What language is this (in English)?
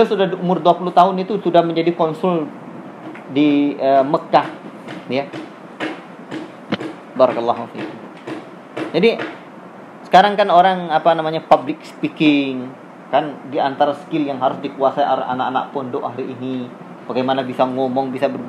Indonesian